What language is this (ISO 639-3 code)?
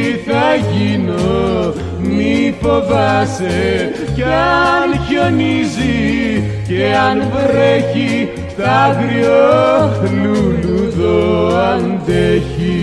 ell